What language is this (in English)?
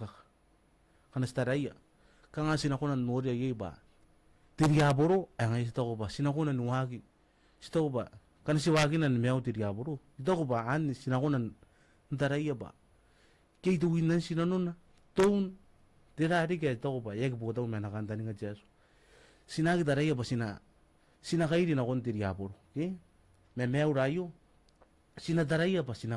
Gilbertese